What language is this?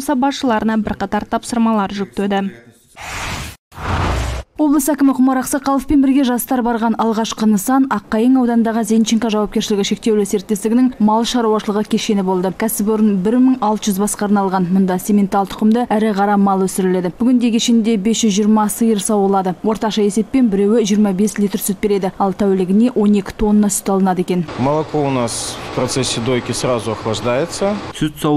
Kazakh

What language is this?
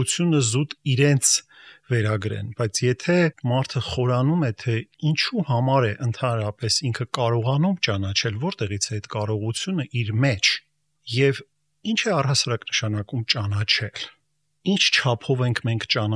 Armenian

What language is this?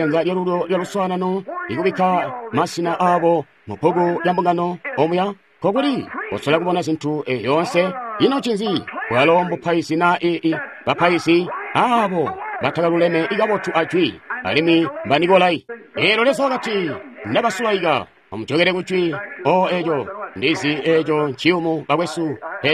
Tonga (Zambia)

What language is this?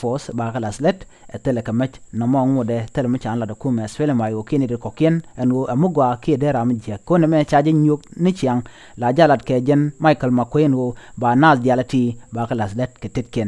Nuer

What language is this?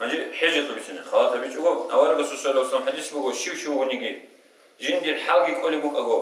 Avaric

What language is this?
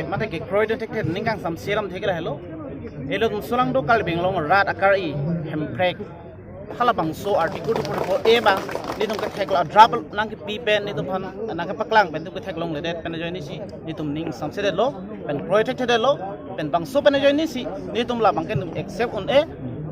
Karbi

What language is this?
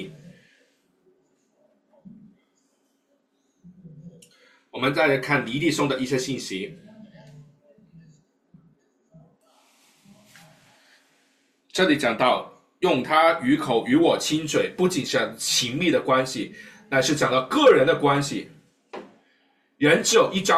Chinese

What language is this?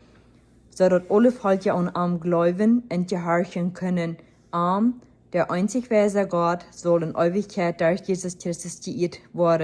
Plautdietsch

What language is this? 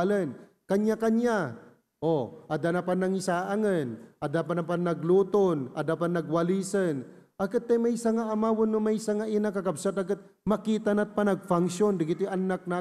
Iloko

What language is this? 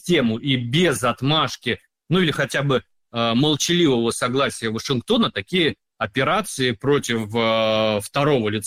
Russian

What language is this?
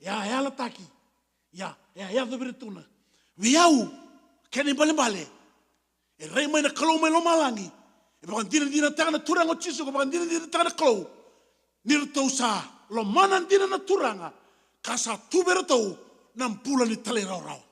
Fijian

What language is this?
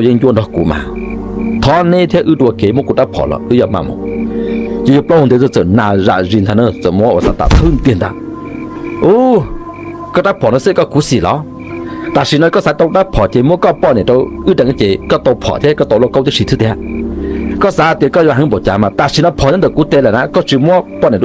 Hmong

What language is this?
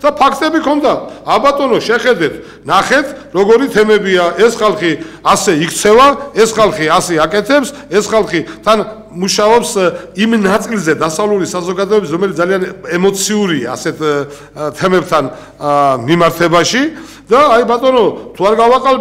Georgian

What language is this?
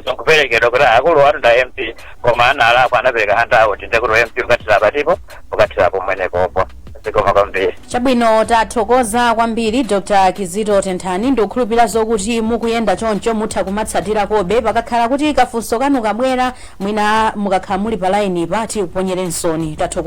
Nyanja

